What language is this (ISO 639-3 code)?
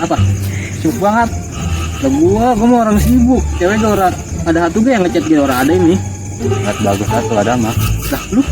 bew